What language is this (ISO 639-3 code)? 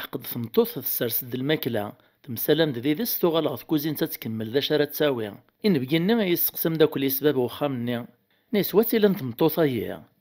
kab